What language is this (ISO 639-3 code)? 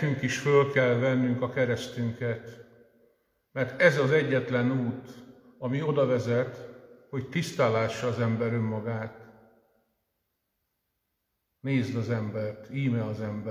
hun